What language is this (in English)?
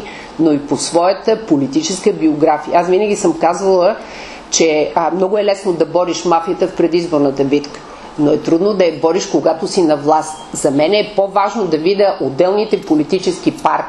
Bulgarian